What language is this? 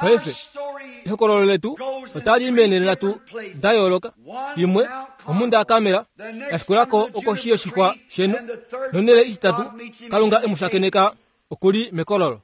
Kuanyama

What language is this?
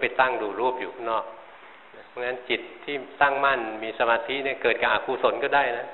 Thai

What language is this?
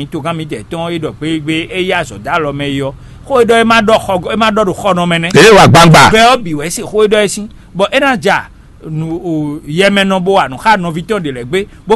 Fon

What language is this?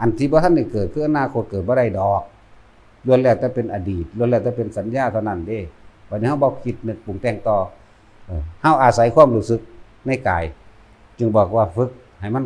Northeastern Thai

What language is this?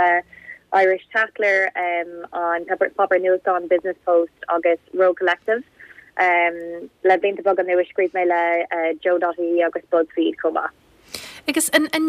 Irish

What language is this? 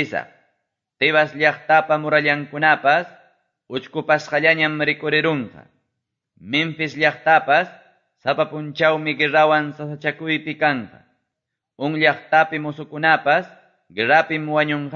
Quechua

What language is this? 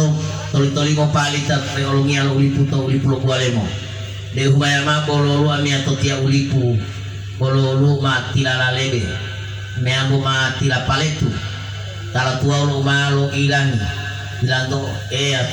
Gorontalo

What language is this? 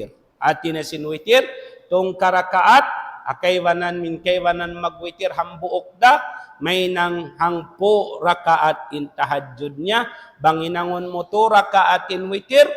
Tausug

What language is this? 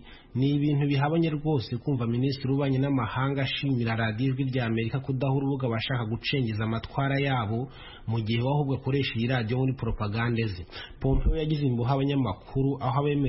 Kinyarwanda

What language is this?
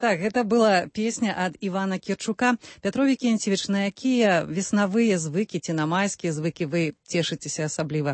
Belarusian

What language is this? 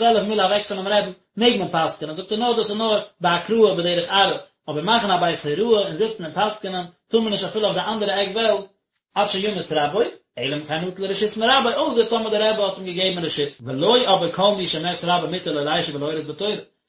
Yiddish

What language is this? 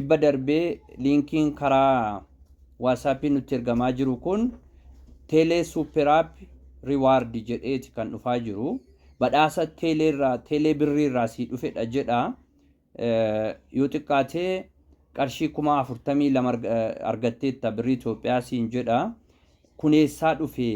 Oromo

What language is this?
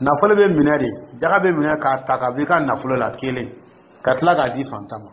Dyula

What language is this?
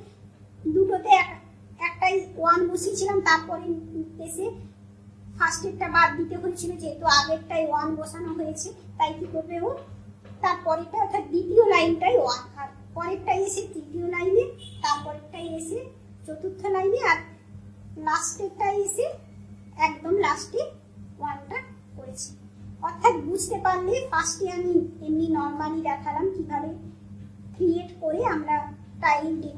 Bangla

